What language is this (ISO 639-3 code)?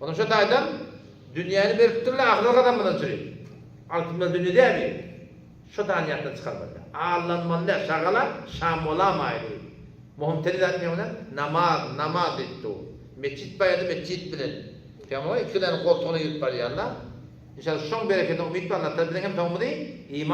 tuk